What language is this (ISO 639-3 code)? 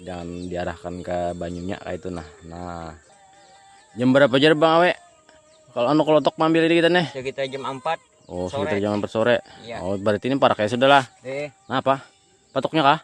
bjn